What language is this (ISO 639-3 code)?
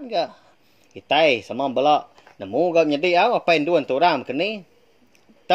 iba